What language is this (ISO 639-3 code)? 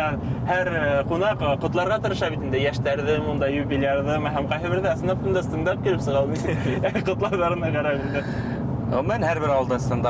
bak